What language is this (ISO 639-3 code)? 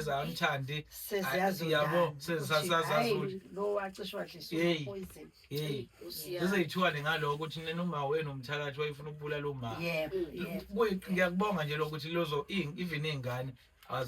zul